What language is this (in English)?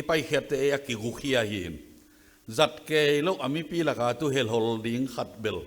Tedim Chin